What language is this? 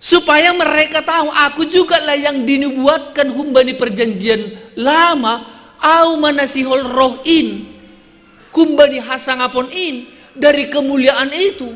Batak Simalungun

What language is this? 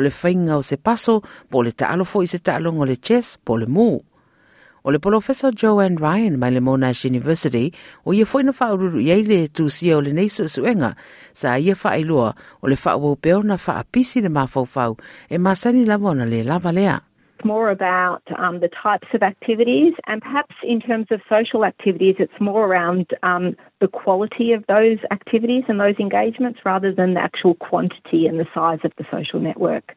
Samoan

